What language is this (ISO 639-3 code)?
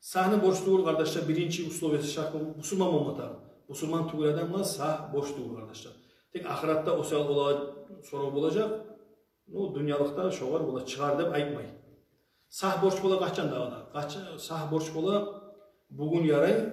kum